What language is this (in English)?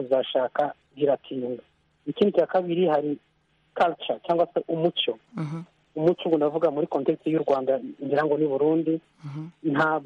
Kinyarwanda